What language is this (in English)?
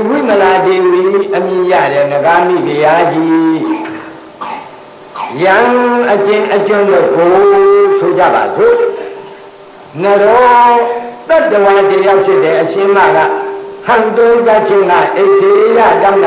Burmese